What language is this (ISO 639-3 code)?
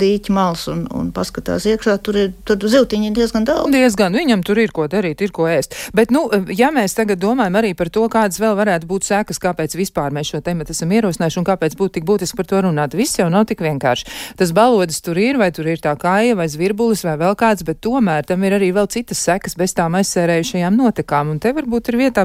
lav